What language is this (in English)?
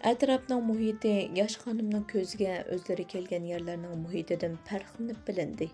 Uyghur